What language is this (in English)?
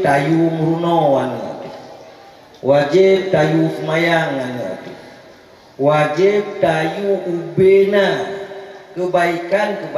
Achinese